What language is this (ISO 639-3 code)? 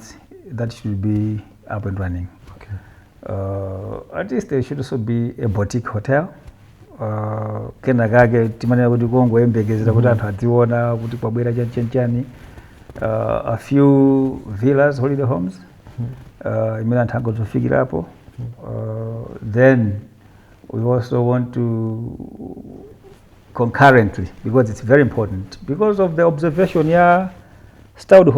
nya